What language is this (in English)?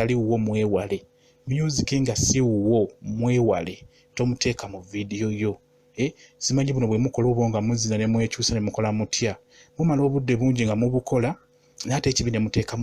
Ganda